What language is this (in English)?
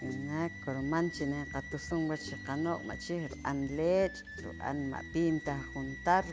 Poqomchi'